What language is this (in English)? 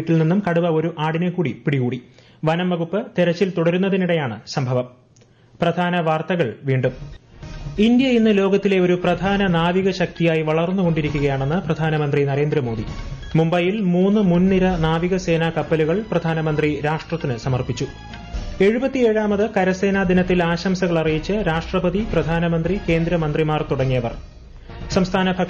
Malayalam